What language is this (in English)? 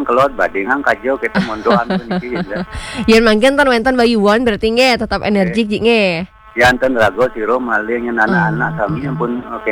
Balinese